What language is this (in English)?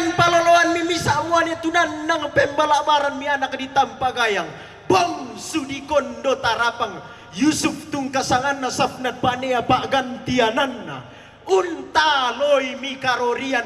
Toraja-Sa'dan